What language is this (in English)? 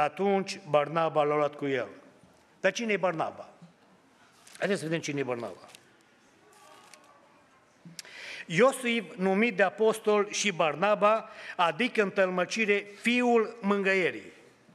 Romanian